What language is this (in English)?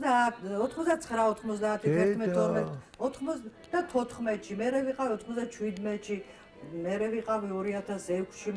Georgian